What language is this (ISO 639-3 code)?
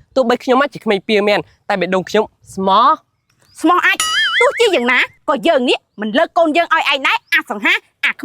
khm